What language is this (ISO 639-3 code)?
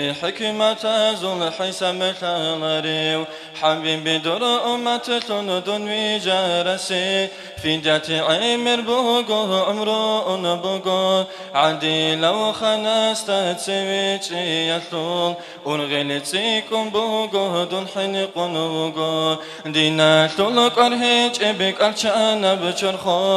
ava